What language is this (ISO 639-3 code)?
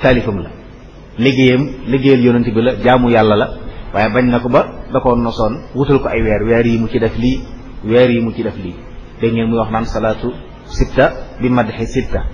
wol